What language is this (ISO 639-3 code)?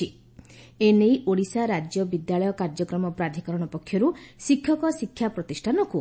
ori